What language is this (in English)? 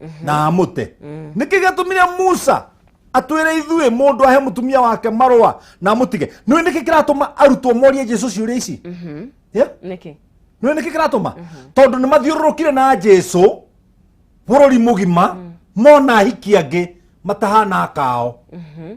Kikuyu